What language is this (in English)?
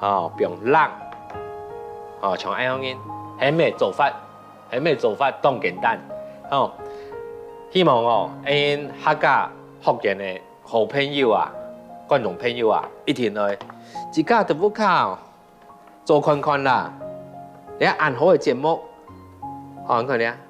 Hakka Chinese